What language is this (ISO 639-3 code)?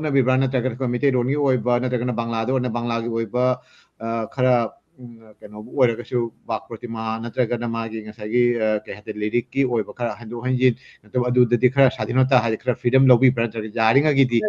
mni